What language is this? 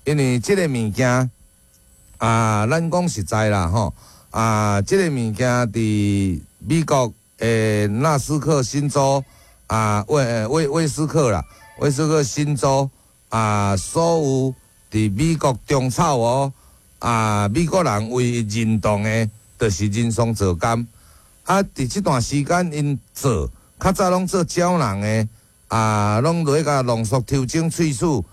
Min Nan Chinese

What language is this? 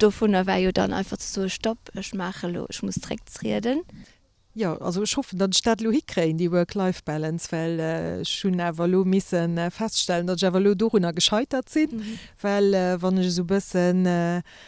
Luxembourgish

